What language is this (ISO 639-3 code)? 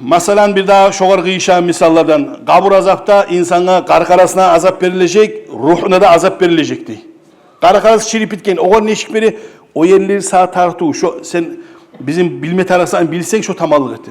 kum